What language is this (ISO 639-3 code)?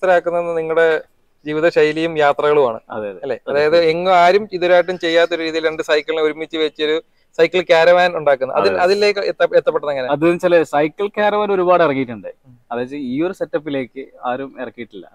mal